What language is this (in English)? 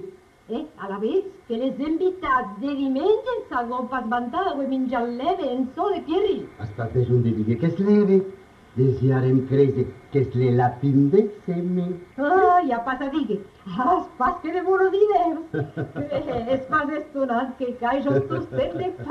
Occitan